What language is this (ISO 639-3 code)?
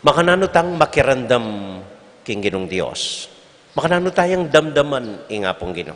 pam